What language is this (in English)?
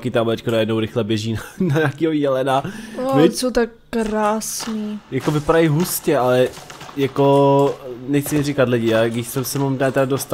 Czech